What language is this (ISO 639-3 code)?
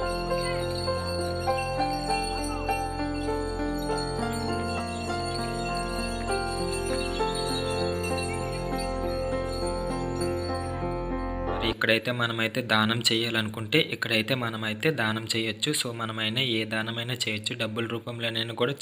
tel